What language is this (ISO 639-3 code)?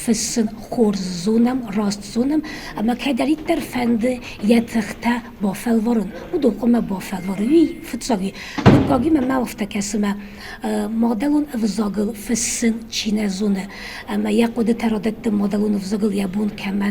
oss